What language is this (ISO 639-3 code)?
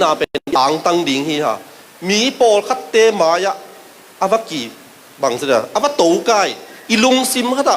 ctd